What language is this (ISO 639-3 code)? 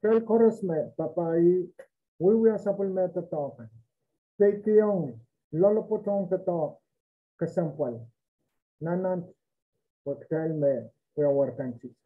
pon